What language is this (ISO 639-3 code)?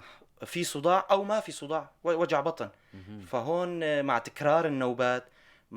apc